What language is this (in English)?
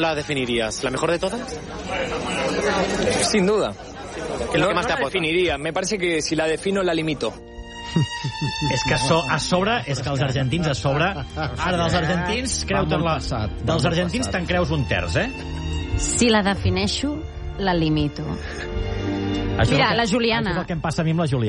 Catalan